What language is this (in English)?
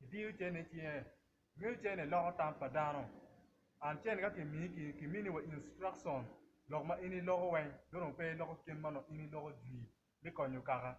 Acoli